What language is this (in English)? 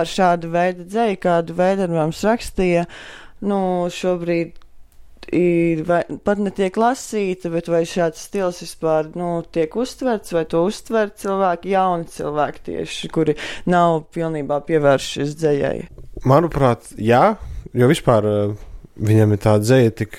Latvian